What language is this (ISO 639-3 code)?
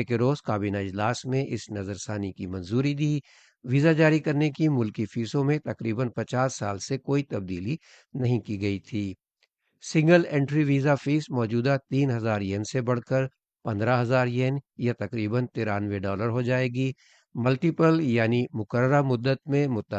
urd